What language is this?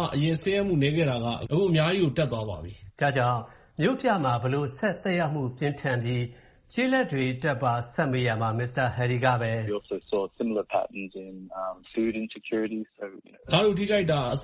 Burmese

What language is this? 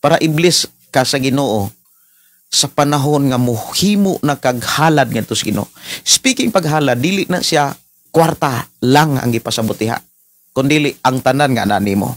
Cebuano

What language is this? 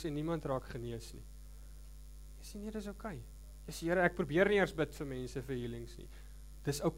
Afrikaans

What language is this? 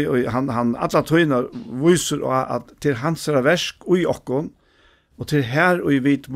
Faroese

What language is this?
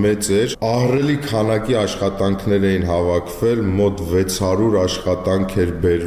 Armenian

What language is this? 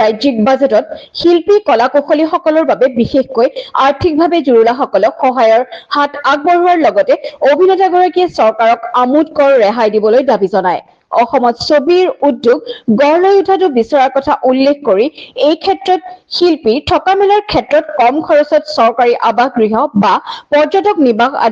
Assamese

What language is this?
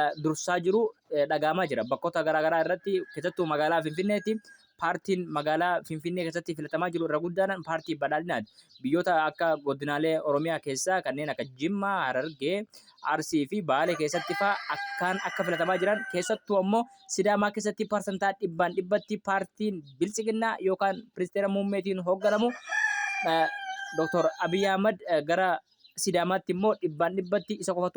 Oromo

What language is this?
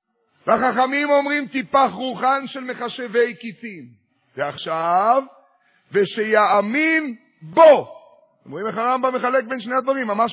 Hebrew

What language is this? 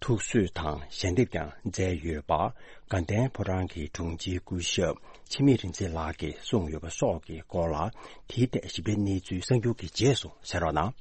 Tibetan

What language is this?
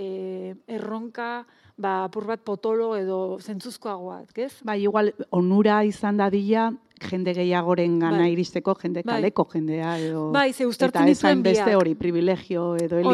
Basque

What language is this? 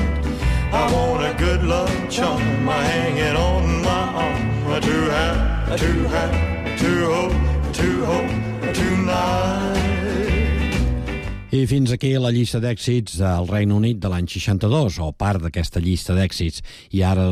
Catalan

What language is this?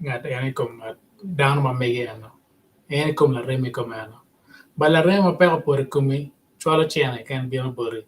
Acoli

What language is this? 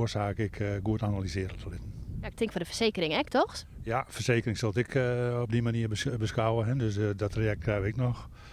Western Frisian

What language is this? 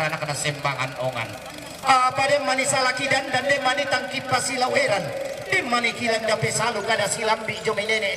Toraja-Sa'dan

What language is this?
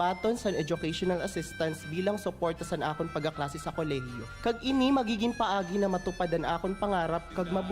Bikol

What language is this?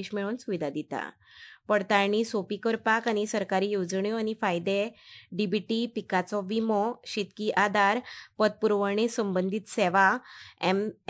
Konkani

